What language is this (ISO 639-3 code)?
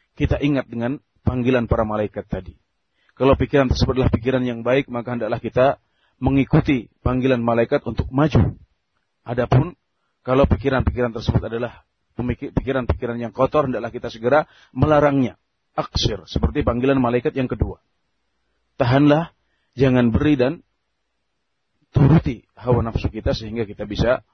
ind